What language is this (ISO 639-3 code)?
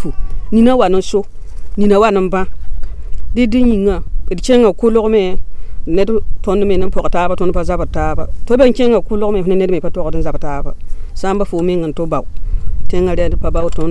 mos